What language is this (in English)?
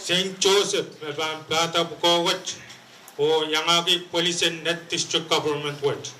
Pohnpeian